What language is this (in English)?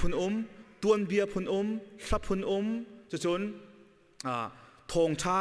Hakha Chin